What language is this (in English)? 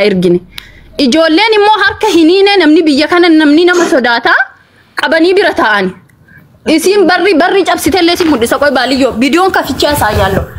Oromo